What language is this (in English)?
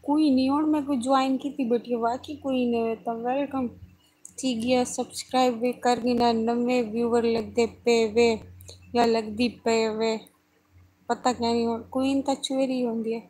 Saraiki